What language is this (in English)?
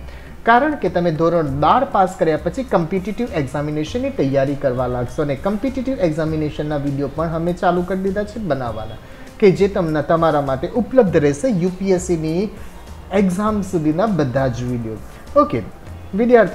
Gujarati